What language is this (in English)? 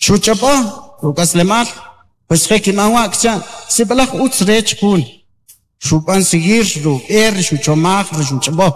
Kʼicheʼ